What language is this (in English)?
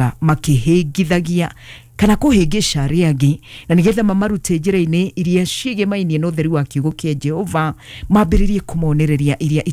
Kikuyu